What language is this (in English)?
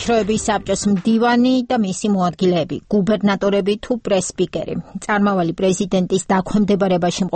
Georgian